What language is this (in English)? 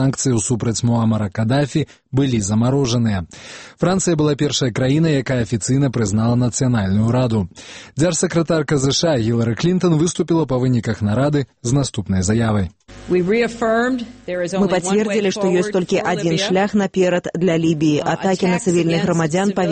Belarusian